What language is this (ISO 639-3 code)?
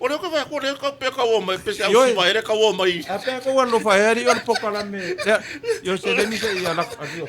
smo